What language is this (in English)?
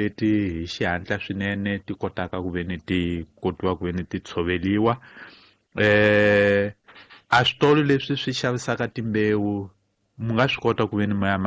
Tsonga